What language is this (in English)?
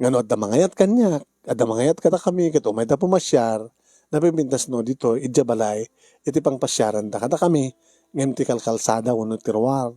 Iloko